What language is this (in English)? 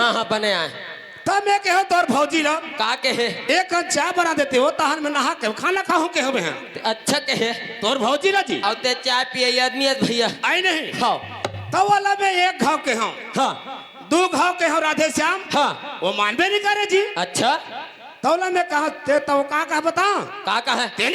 Chhattisgarhi